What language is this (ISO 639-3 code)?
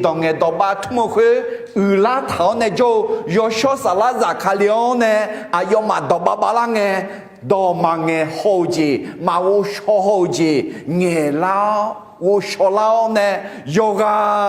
ahk